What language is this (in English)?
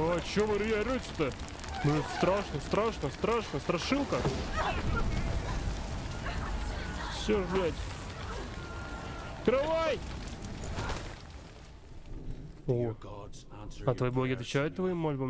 Russian